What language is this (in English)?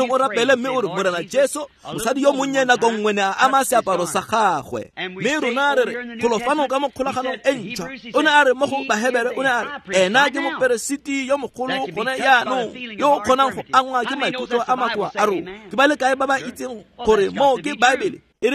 Tswana